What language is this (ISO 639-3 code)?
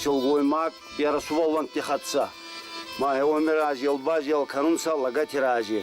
oss